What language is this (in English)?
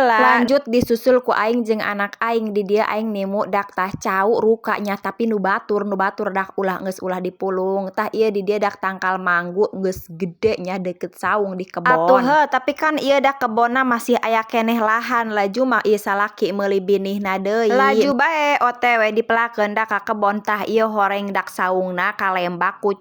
Sundanese